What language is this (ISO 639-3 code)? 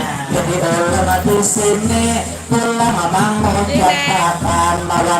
bjn